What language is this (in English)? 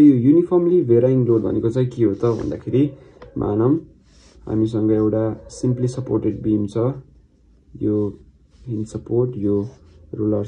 Nepali